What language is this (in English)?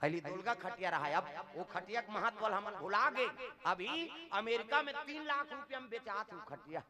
Chhattisgarhi